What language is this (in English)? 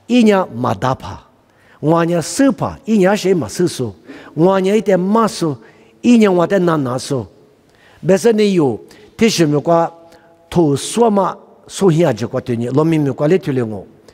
Lisu